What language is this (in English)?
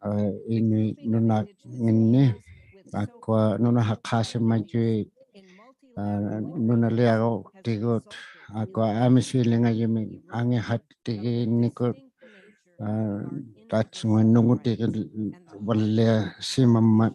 Inuktitut